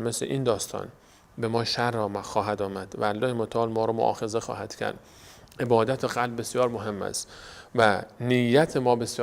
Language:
Persian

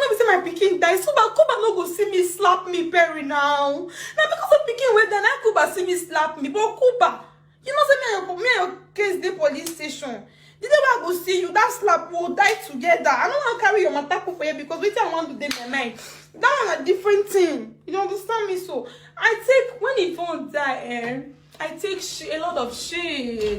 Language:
Nigerian Pidgin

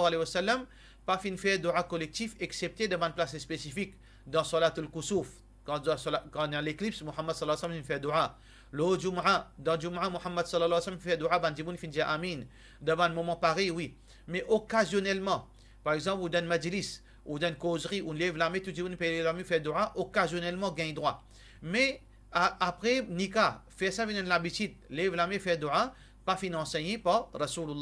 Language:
Morisyen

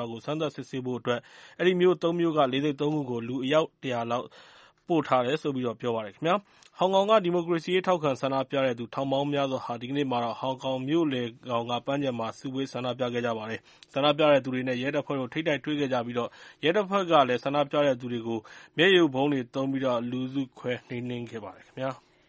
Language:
Burmese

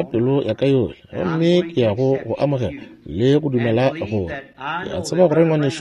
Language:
Northern Sotho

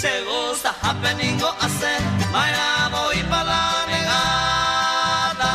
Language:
Guarani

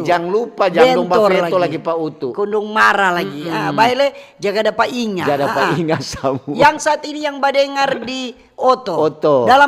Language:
Manado Malay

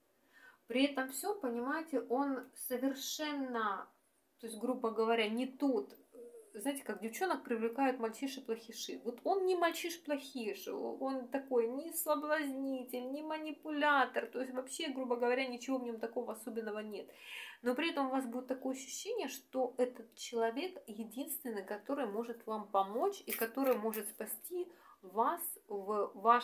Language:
Russian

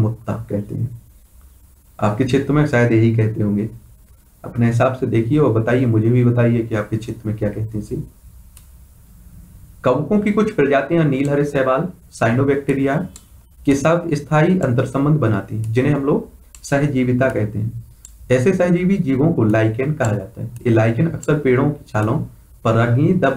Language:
Hindi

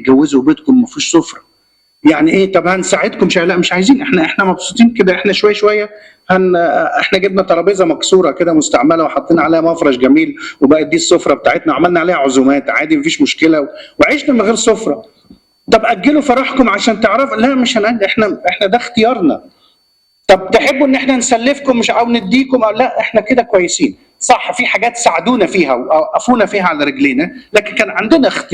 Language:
Egyptian Arabic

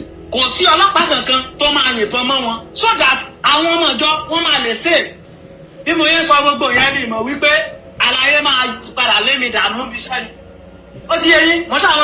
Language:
Yoruba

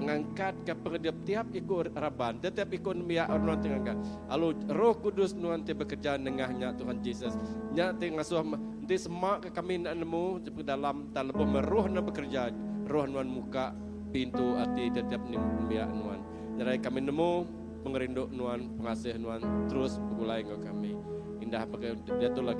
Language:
Iban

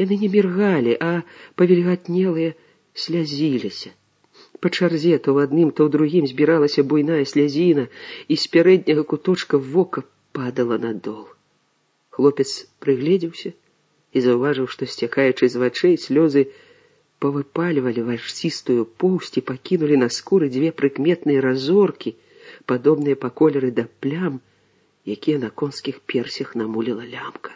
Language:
Belarusian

